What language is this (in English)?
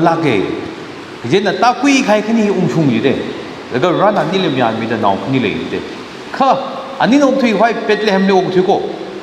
Tangkhul Naga (India)